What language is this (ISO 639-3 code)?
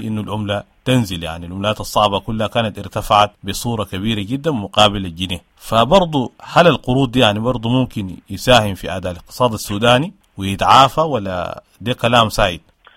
apd